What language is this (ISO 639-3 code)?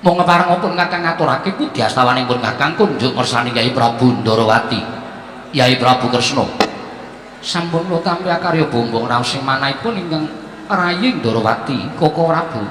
jav